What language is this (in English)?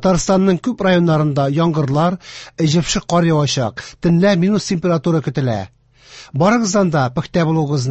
Tatar